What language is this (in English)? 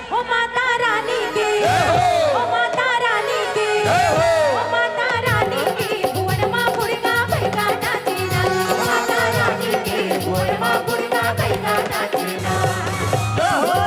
Chhattisgarhi